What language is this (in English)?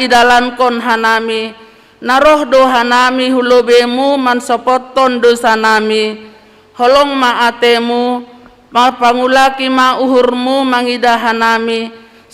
Batak Simalungun